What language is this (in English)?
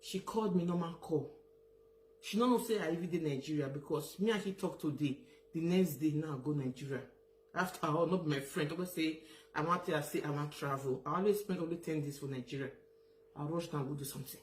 Nigerian Pidgin